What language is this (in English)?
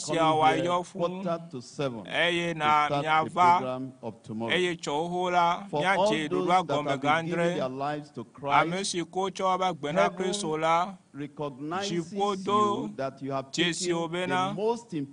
Ewe